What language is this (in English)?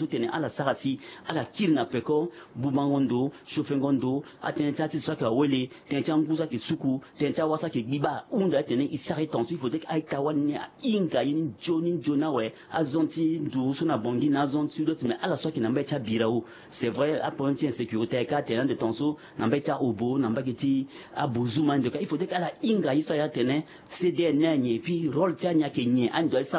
Sango